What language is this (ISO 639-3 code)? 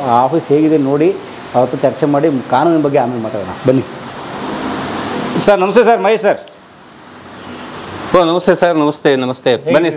kan